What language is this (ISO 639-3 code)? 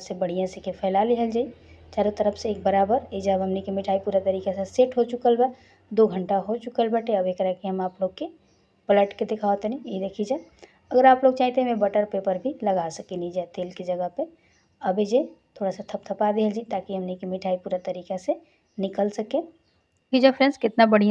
bho